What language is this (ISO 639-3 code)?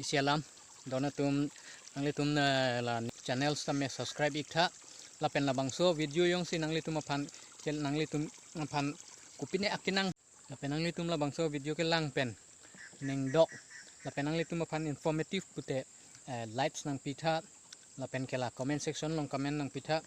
mjw